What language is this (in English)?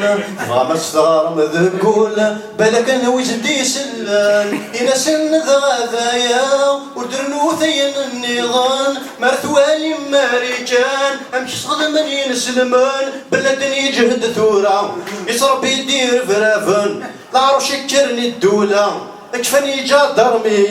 Kabyle